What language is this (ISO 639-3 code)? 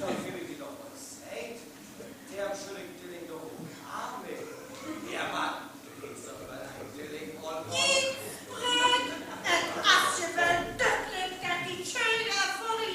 frr